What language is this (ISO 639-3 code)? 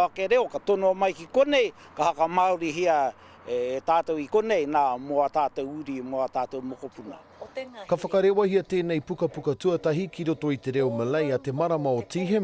mri